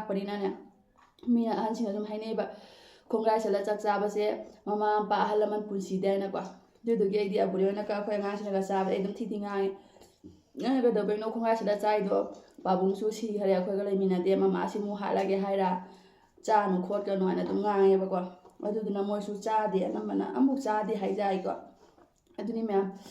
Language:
Manipuri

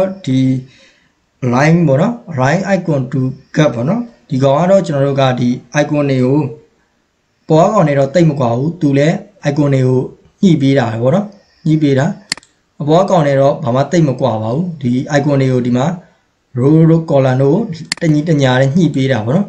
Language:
Burmese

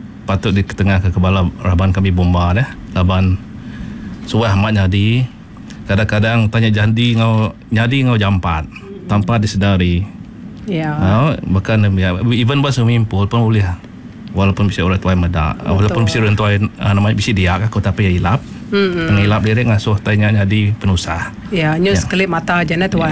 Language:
Iban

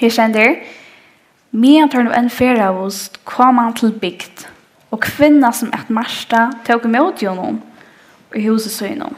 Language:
Faroese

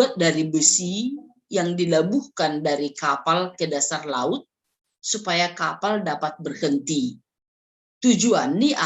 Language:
Batak Simalungun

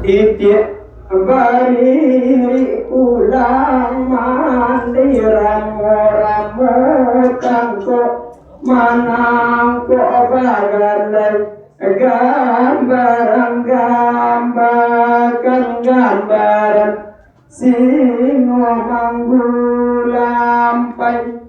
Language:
Minangkabau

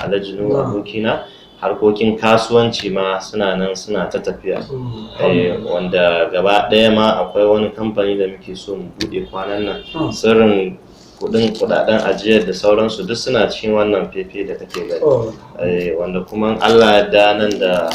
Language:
Hausa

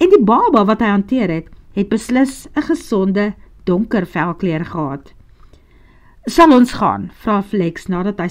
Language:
Afrikaans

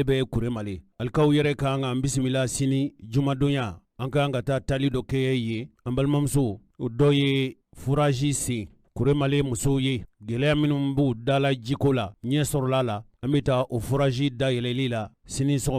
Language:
Bambara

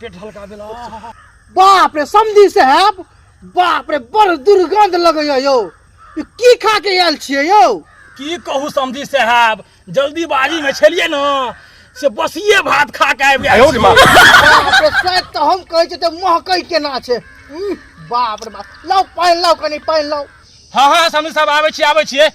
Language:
Maithili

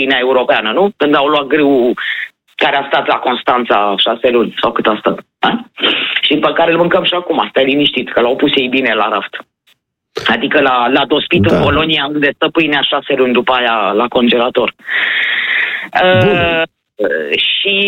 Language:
Romanian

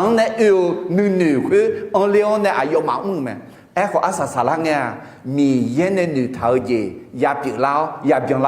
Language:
Akha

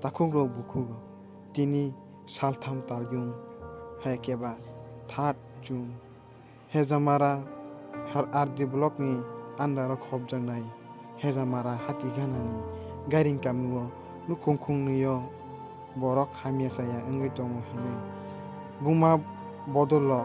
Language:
Kok Borok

